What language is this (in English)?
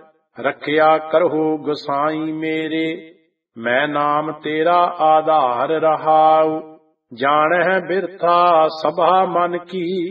Punjabi